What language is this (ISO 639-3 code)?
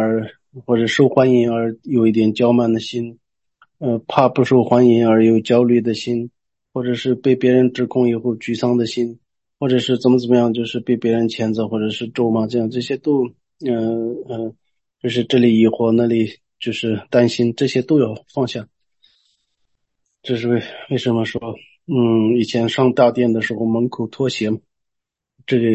zho